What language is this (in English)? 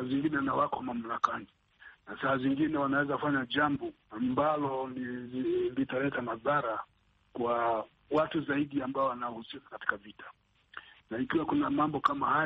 Swahili